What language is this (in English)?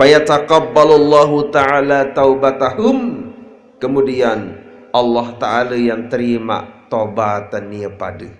Sasak